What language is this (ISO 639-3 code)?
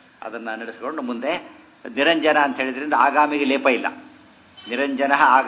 kan